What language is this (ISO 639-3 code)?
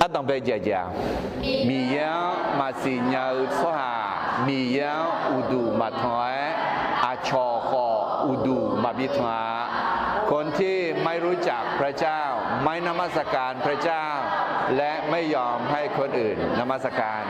ahk